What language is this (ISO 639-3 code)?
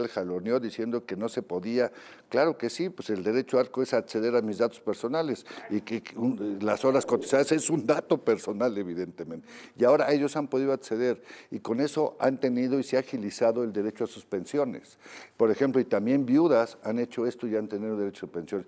spa